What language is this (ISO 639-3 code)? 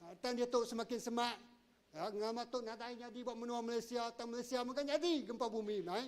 iba